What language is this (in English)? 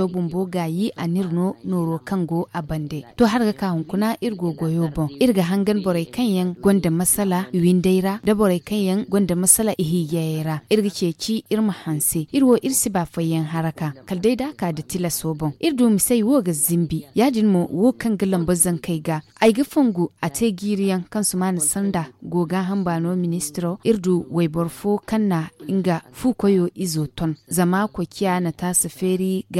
Zarma